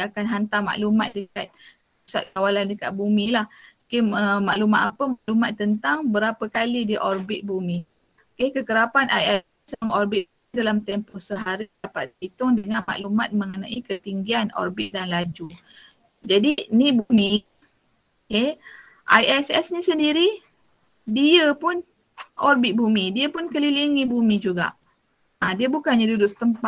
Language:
Malay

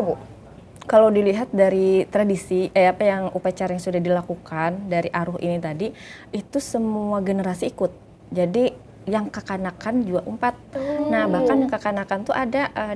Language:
Banjar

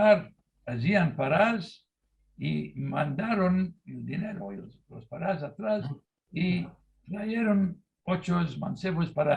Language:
Ladino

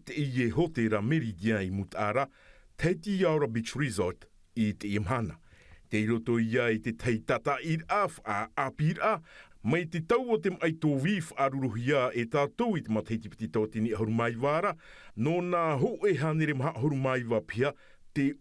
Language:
Tahitian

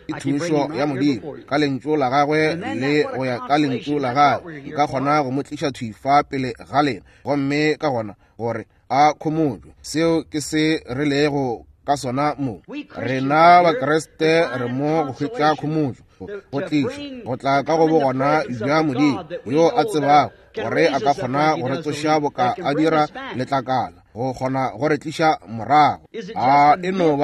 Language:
Northern Sotho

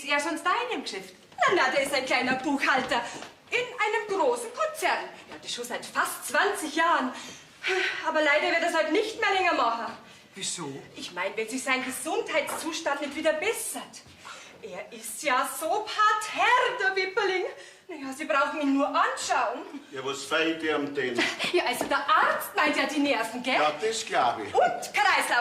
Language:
Bavarian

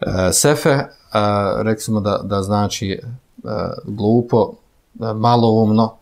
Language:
Bosnian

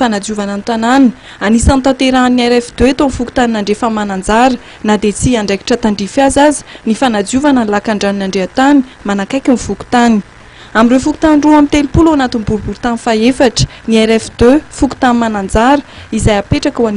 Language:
Malagasy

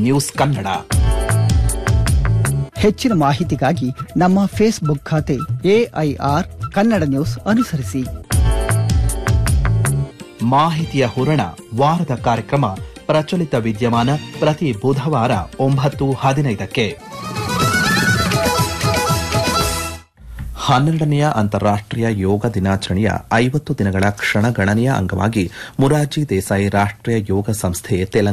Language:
Kannada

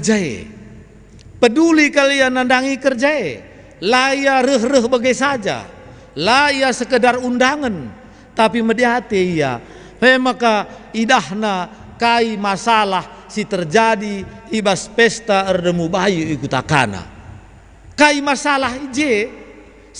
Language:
Batak Karo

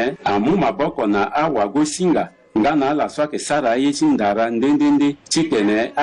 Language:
Sango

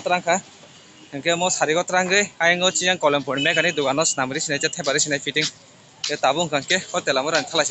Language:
Kok Borok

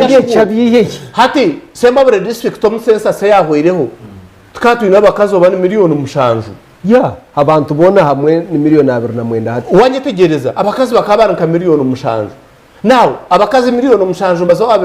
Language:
Nyankole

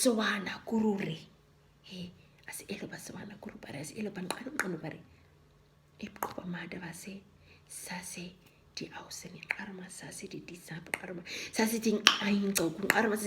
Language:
Nama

